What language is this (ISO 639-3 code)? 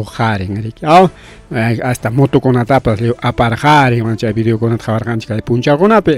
quy